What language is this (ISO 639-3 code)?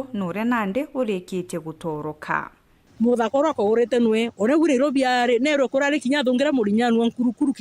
mer